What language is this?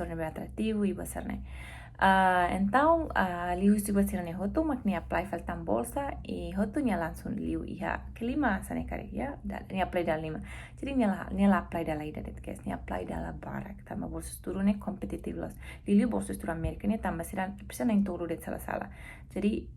Tetum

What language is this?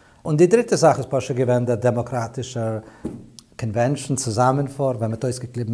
Yiddish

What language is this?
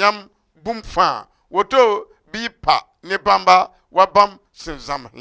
Mossi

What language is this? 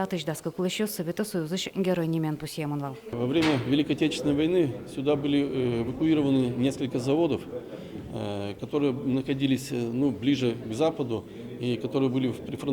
Udmurt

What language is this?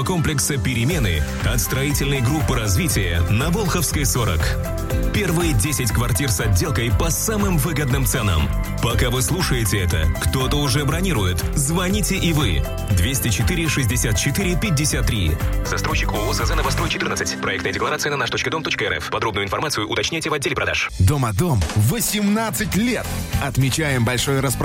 Russian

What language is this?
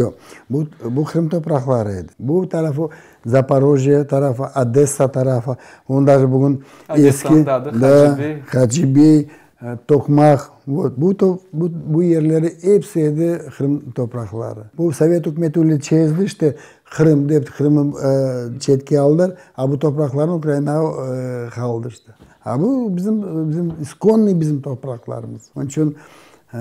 Crimean Tatar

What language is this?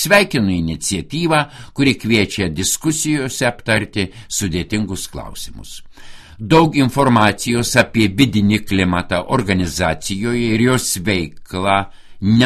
Lithuanian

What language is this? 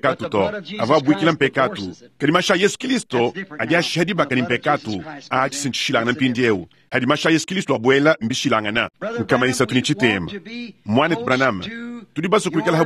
Luba-Lulua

